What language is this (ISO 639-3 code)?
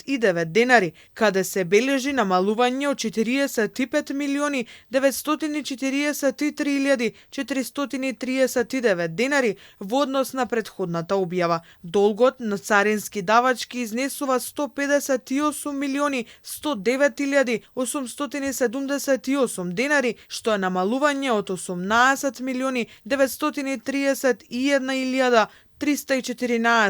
mkd